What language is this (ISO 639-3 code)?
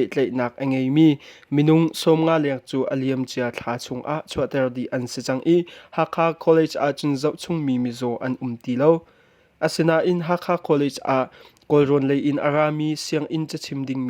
cnh